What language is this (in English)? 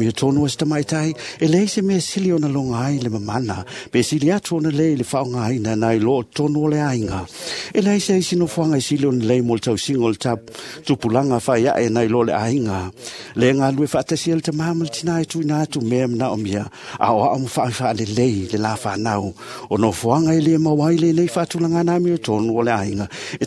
Samoan